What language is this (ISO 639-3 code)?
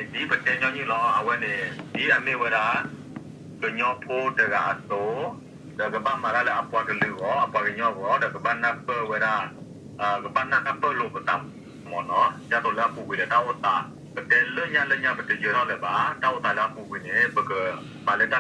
ksw